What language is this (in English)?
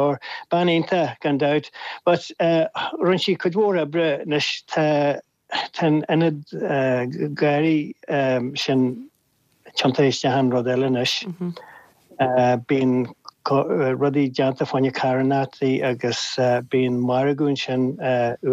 Irish